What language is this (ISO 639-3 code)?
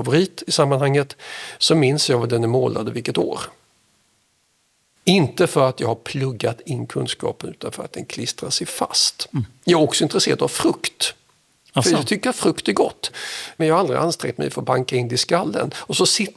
swe